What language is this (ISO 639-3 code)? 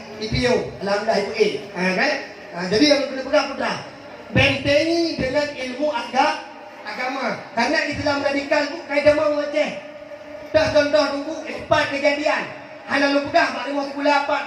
ace